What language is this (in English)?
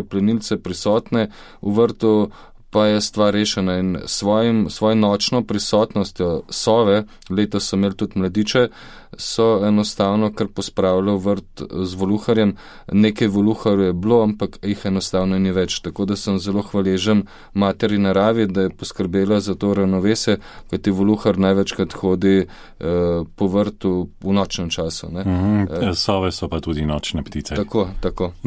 Slovenian